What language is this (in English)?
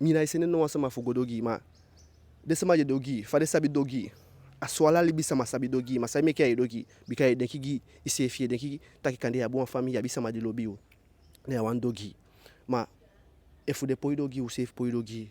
Eastern Maroon Creole